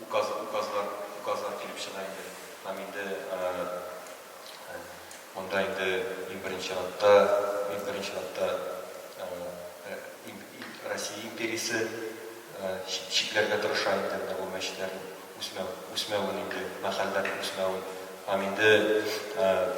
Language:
Tatar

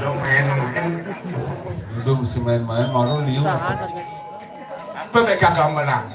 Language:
Balinese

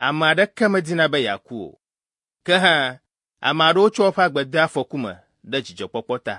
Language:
Ewe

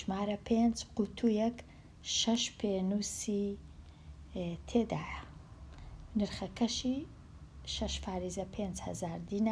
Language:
Central Kurdish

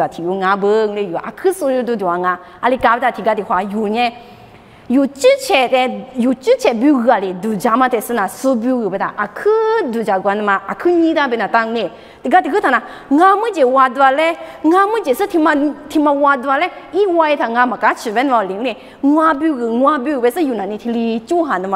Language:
Lisu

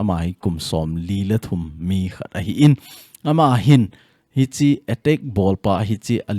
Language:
Thado Chin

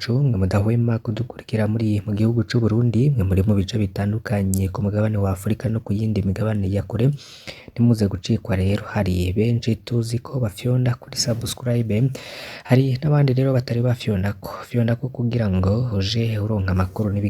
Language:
Rundi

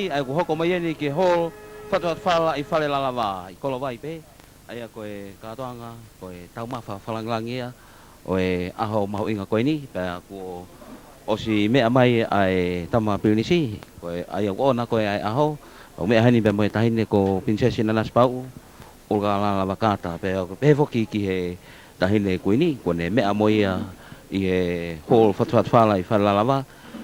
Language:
Tongan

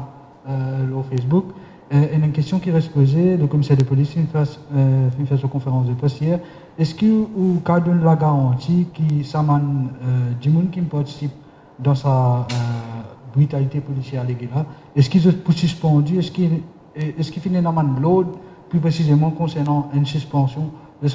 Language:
Morisyen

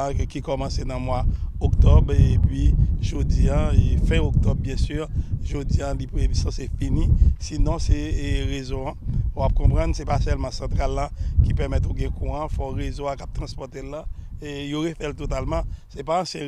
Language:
Haitian Creole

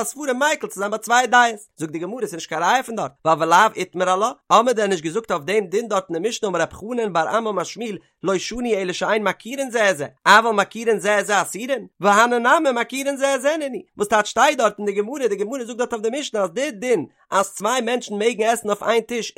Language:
Yiddish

